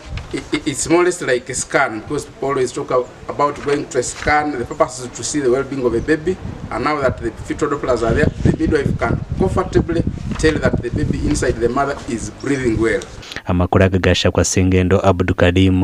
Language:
Nyankole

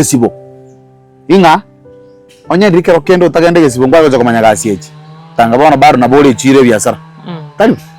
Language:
Gusii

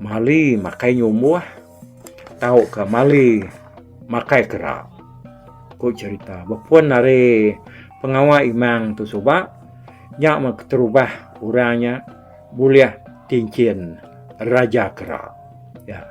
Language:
Iban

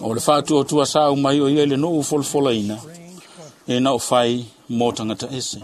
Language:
Samoan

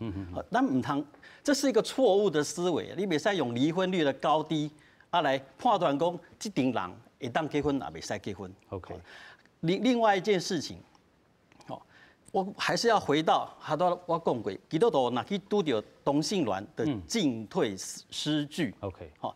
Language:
Min Nan Chinese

